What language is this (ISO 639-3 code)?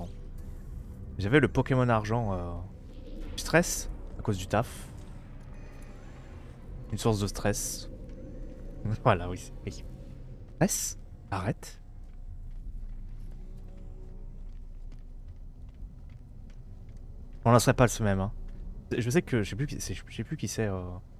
fra